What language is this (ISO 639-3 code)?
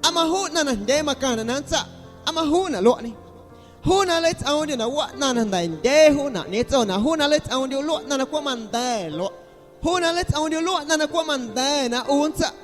amu